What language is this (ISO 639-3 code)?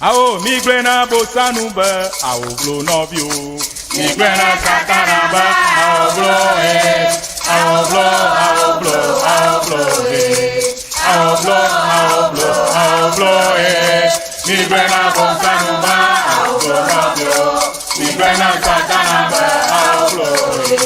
ewe